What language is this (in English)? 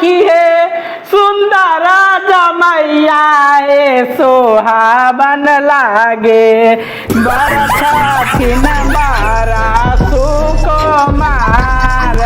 Maithili